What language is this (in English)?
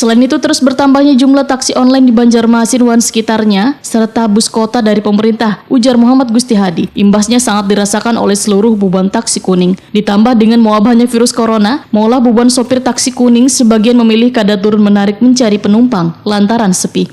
Banjar